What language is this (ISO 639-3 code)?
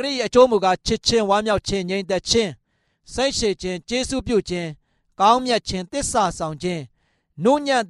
mya